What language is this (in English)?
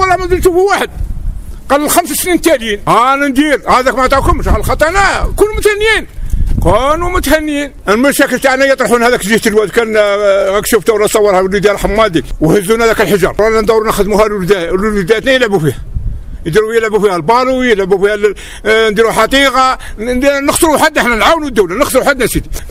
Algerian Arabic